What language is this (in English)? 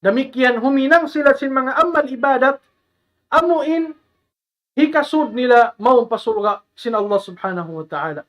Tausug